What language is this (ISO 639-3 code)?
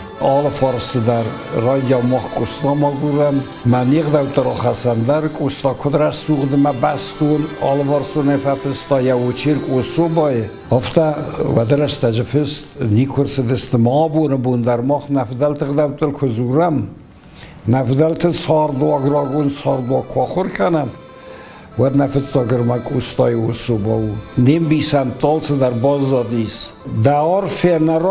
oss